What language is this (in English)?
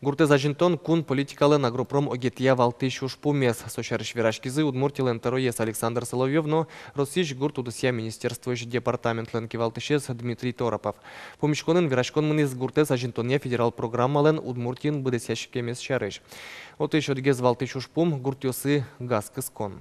Udmurt